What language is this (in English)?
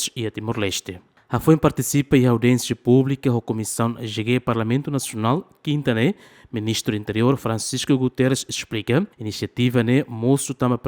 Tetum